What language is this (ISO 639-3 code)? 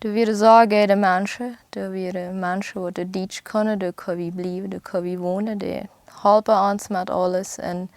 pdt